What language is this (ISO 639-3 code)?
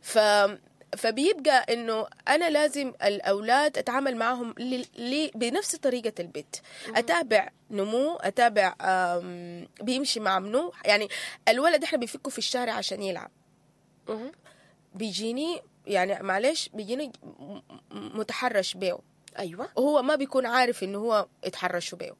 apd